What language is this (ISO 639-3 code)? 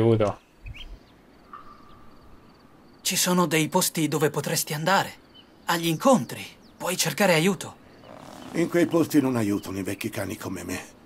ita